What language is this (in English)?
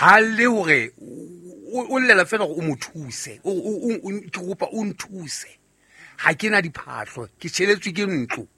Southern Sotho